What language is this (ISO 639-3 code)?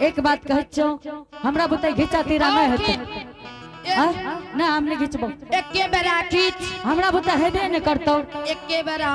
anp